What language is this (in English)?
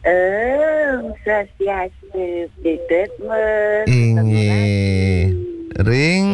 Balinese